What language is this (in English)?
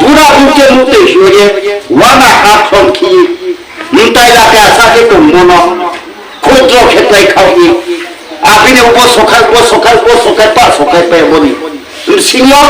Riang (India)